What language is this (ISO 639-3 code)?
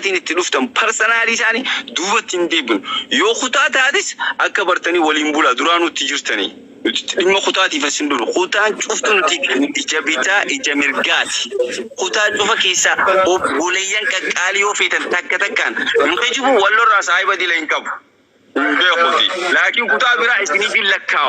orm